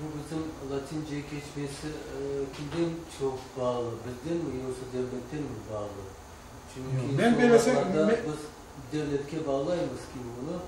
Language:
Crimean Tatar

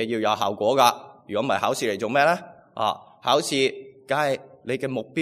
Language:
Cantonese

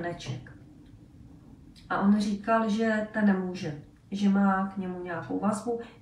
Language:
Czech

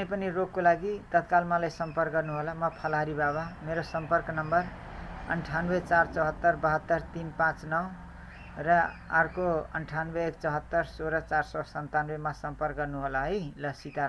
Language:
Nepali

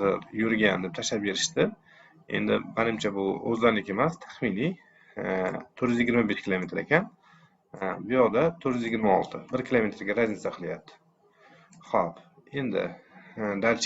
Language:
Uzbek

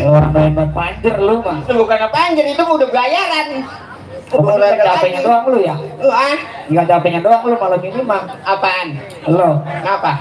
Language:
Betawi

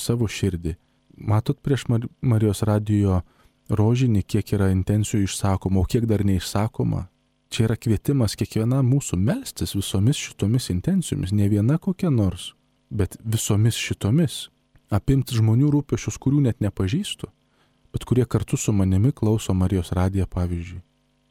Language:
Lithuanian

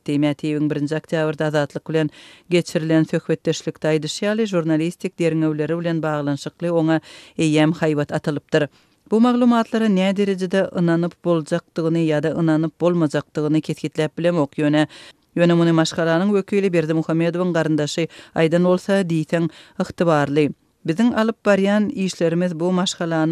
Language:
Turkmen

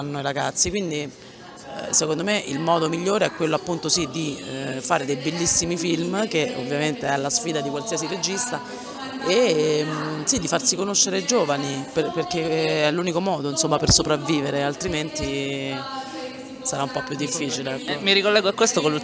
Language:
Italian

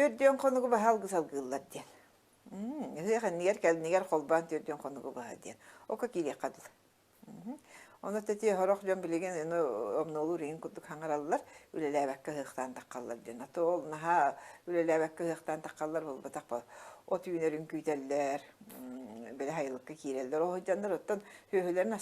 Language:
Yakut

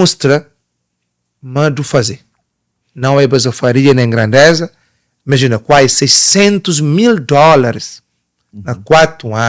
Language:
Kabuverdianu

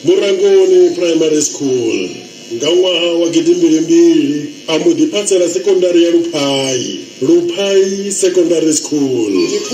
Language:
Venda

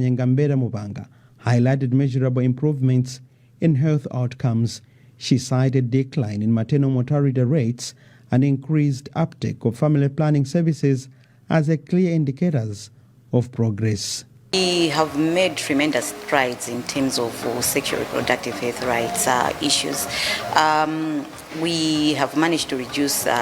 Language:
English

